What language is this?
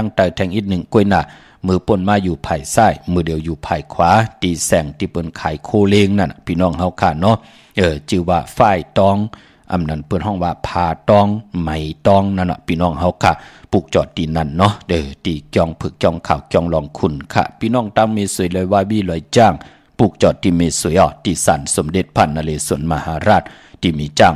Shan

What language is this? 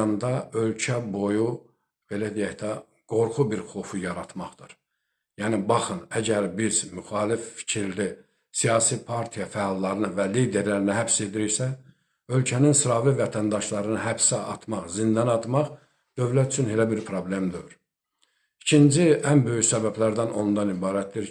Azerbaijani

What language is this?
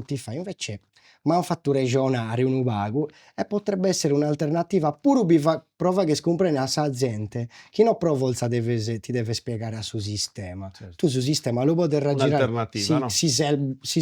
Sardinian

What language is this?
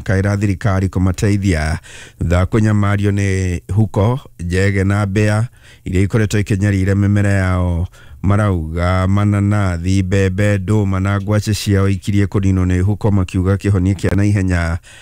Kikuyu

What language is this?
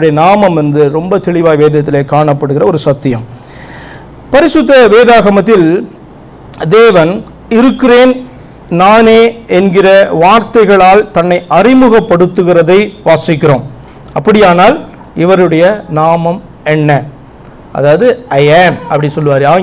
Tamil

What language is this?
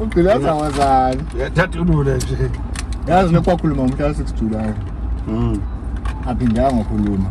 Zulu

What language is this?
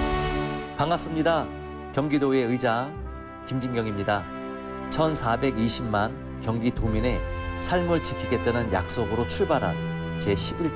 Korean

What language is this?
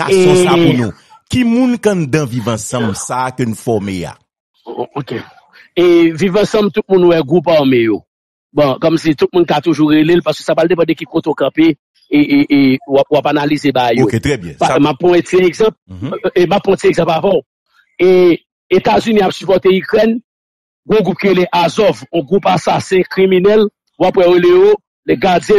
Haitian Creole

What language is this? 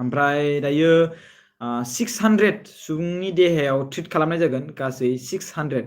Bodo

